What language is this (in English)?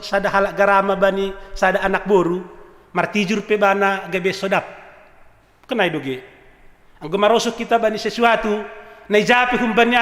Batak Simalungun